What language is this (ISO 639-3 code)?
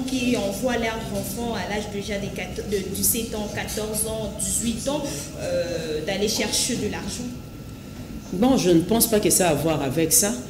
fra